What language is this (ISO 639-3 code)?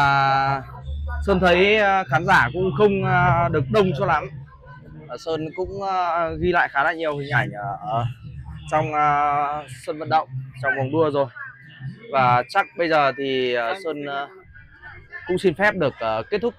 vie